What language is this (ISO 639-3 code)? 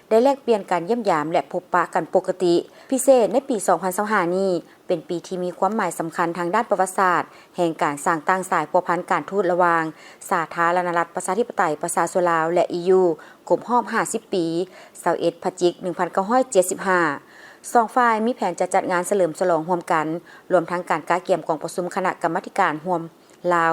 lao